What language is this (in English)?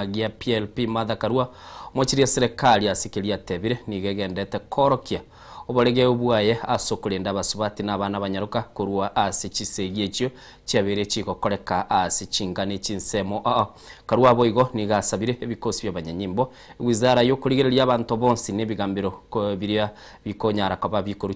Gusii